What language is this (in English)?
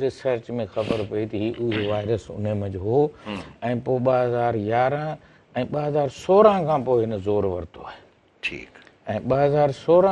Sindhi